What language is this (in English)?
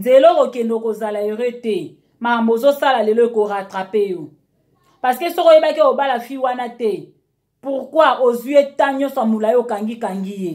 Lingala